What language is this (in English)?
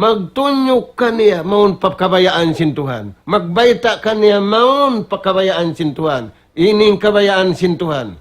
Tausug